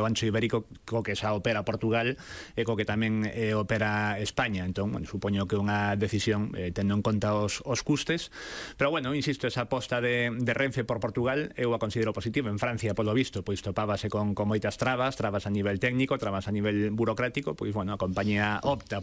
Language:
Galician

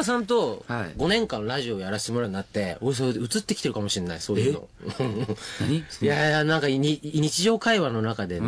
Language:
Japanese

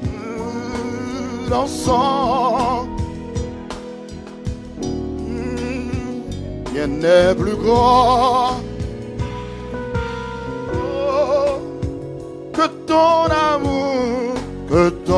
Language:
French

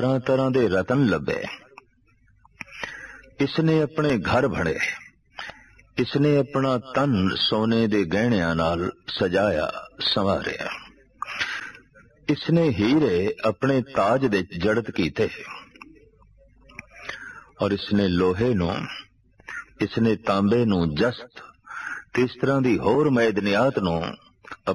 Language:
Punjabi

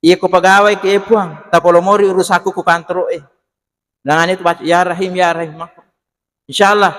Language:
Buginese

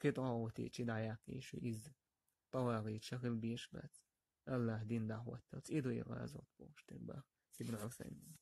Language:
Chechen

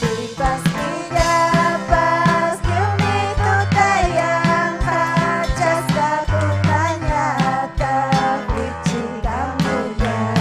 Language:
Ayacucho Quechua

